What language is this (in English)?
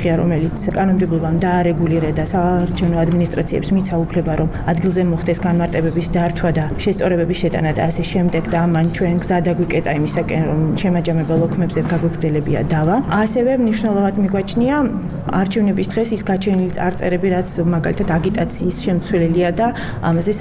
Georgian